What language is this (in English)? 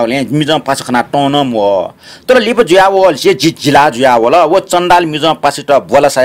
Newari